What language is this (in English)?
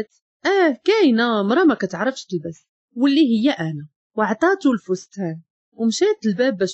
Moroccan Arabic